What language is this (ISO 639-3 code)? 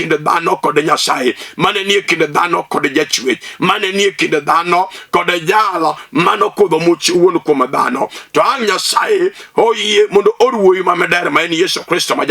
luo